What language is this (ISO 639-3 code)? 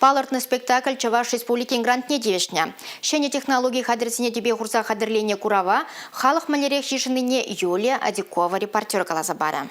chv